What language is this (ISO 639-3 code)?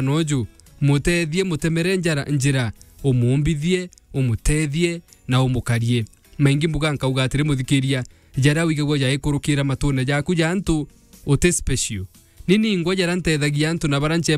mer